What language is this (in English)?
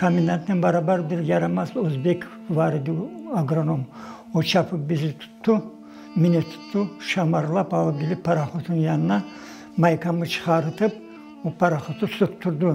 Crimean Tatar